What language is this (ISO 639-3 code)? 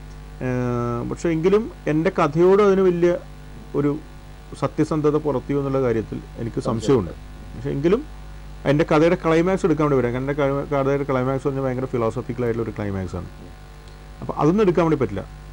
mal